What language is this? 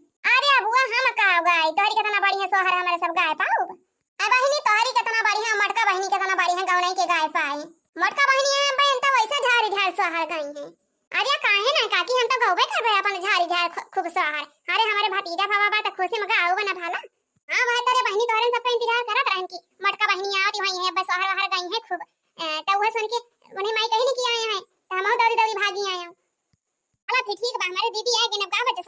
Awadhi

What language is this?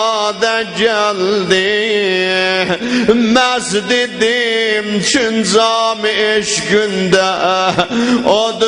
South Azerbaijani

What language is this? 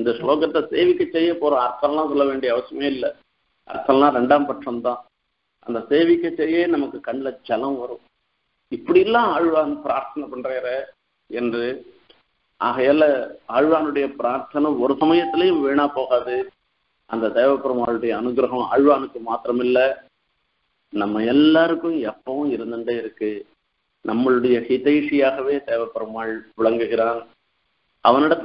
Tamil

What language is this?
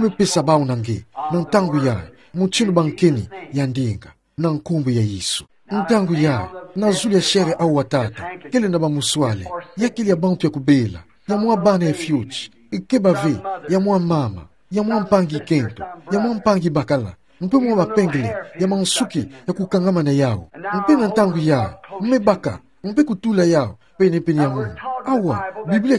Kituba (Democratic Republic of Congo)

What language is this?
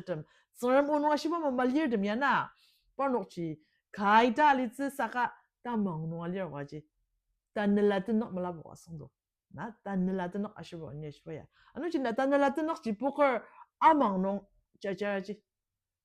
Ao Naga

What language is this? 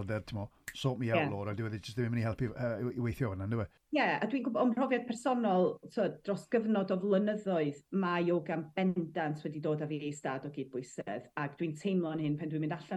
Welsh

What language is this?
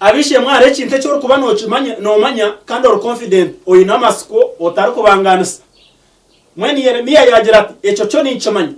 Nyankole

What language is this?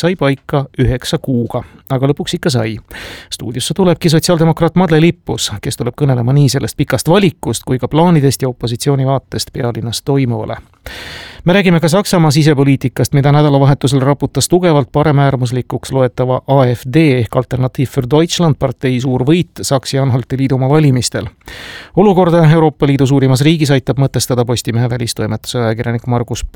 Estonian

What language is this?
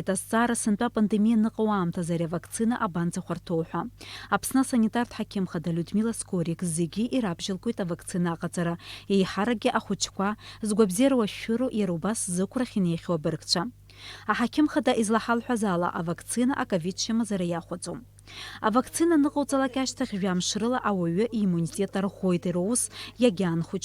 Abkhazian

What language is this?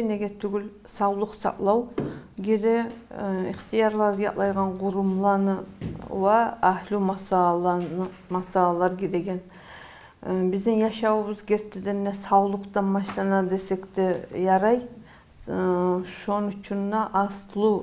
Kumyk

